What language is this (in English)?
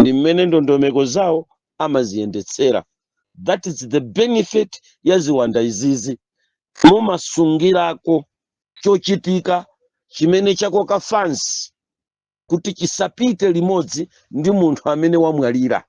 Nyanja